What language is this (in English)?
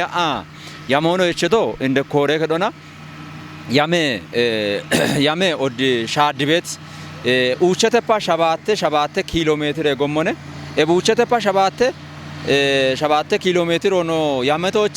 Kafa